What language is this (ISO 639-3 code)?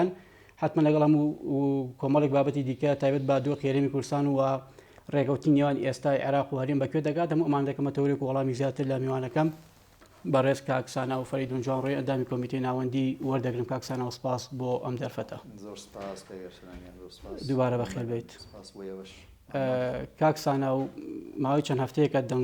ckb